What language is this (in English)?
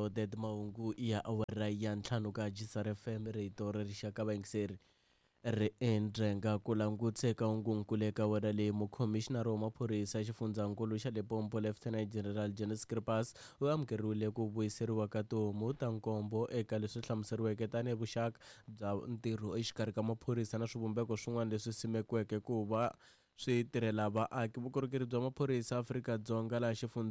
Tsonga